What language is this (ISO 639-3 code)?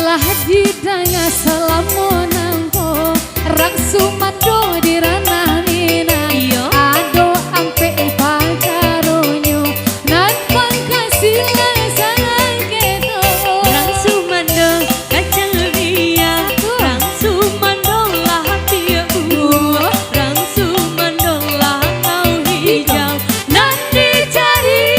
min